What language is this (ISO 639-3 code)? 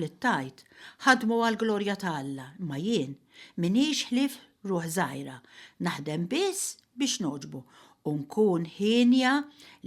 mlt